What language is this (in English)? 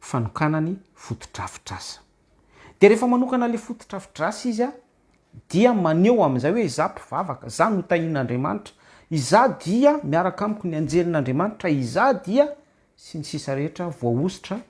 Malagasy